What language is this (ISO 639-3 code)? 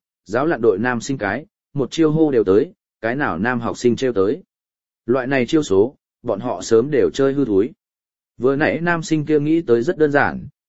vie